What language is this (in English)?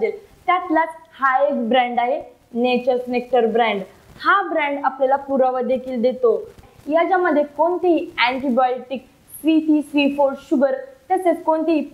Marathi